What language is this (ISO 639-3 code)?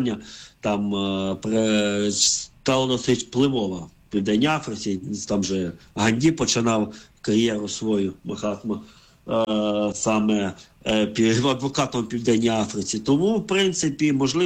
ukr